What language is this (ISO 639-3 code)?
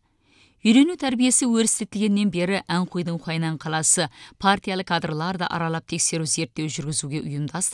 kaz